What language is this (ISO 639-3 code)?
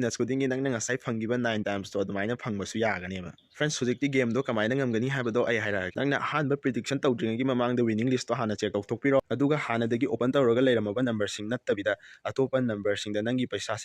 mni